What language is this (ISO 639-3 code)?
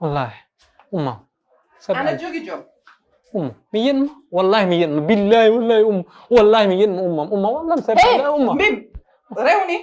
ful